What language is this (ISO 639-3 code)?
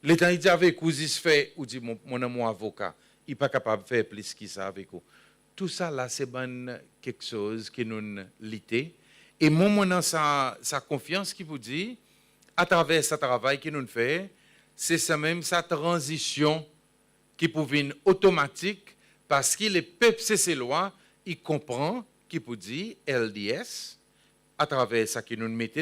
crs